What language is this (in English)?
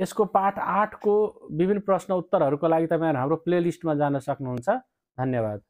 Nepali